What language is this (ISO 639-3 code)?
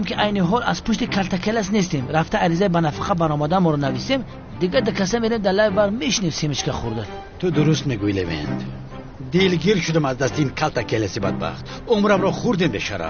tgk